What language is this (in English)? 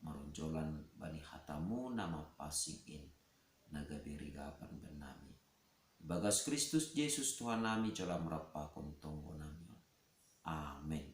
Batak Simalungun